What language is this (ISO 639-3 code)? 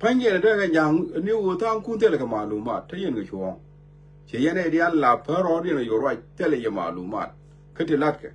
nus